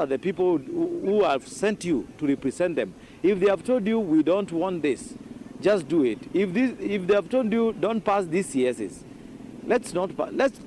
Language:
Meru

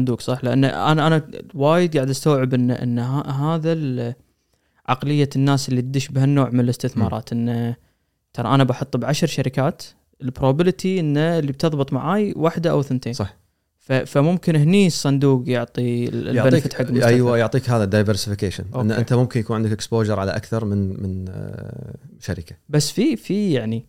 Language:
Gulf Arabic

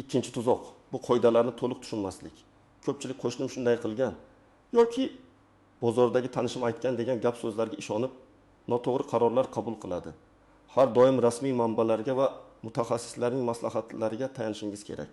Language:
Uzbek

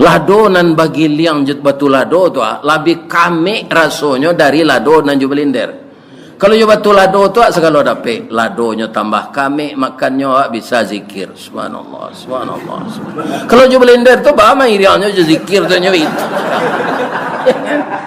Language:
Minangkabau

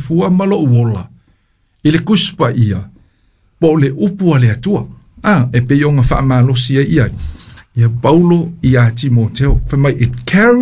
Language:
Samoan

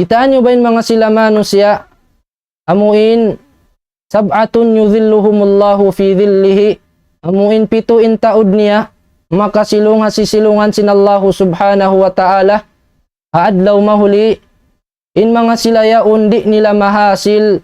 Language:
Tausug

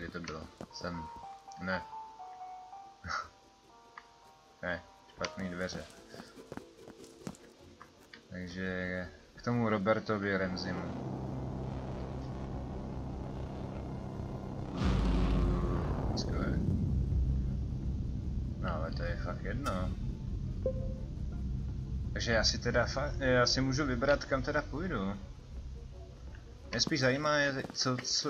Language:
Czech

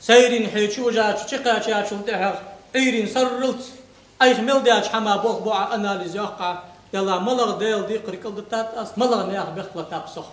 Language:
Ingush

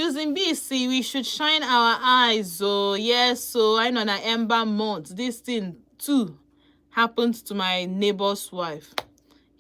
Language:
Igbo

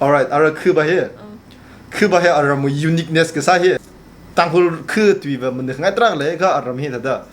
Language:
Tangkhul Naga (India)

